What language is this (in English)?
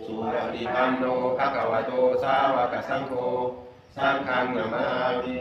Pali